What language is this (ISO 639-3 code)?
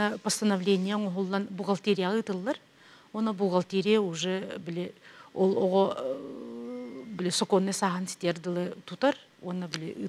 sah